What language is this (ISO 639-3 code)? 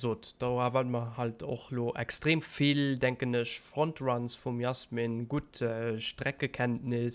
ltz